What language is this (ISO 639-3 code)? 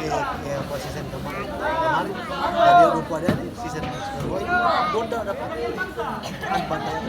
abs